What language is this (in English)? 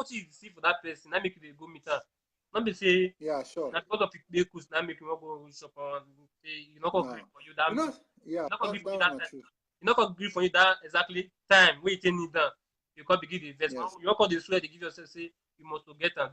Nigerian Pidgin